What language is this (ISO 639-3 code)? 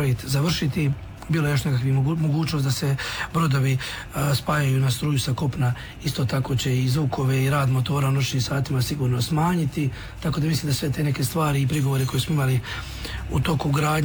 hrv